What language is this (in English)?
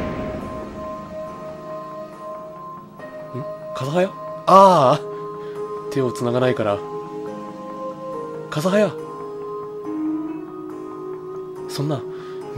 Japanese